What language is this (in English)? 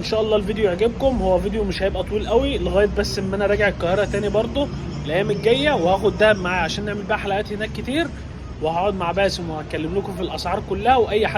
Egyptian Arabic